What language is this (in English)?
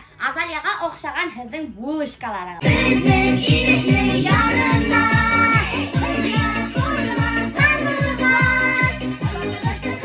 Bashkir